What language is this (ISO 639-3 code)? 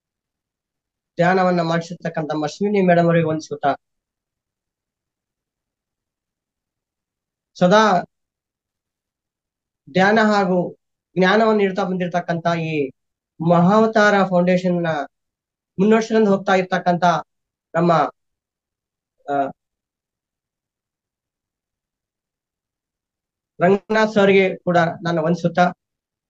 kan